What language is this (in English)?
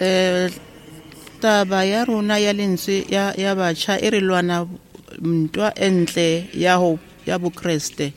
Southern Sotho